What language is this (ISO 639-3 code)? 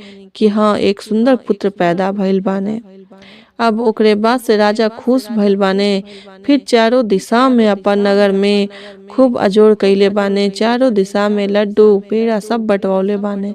bho